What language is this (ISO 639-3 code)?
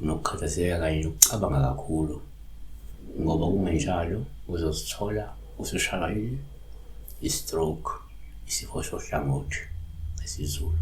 zul